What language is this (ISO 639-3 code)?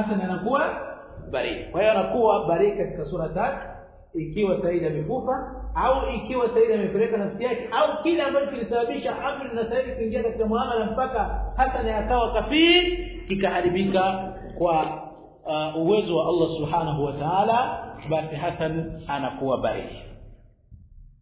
swa